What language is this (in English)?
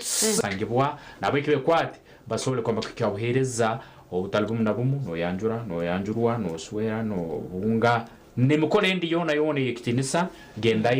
Nyankole